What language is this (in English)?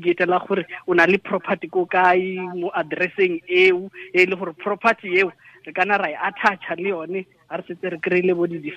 Tswana